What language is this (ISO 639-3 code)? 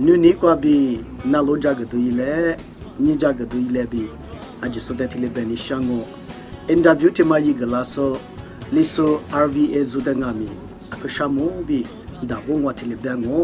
lis